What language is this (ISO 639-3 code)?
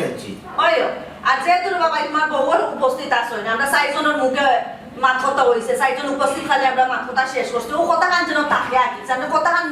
syl